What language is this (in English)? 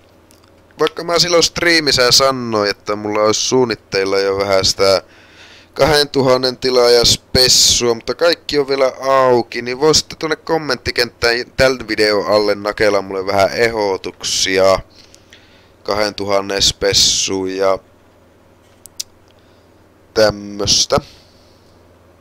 Finnish